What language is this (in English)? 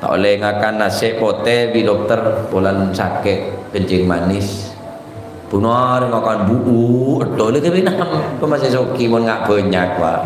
Madurese